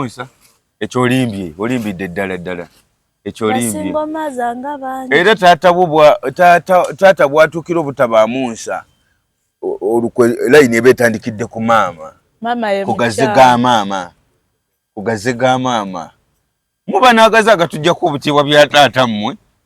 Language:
Ganda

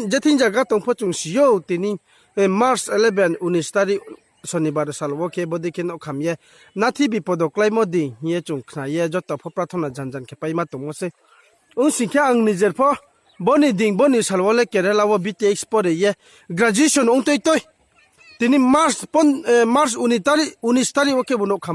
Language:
Riang (India)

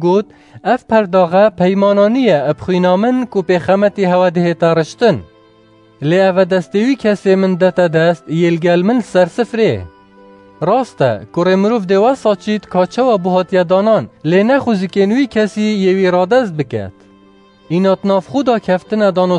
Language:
Kurdish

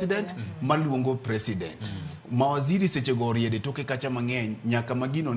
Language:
Luo (Kenya and Tanzania)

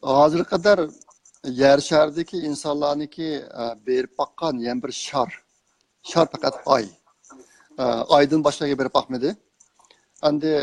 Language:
Uyghur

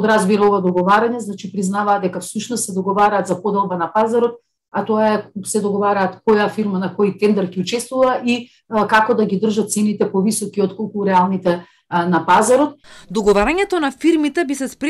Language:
Macedonian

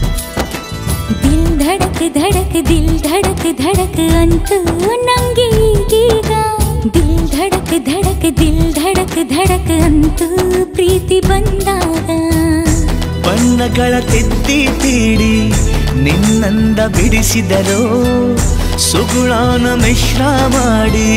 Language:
Kannada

